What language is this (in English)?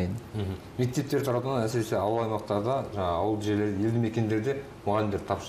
Kazakh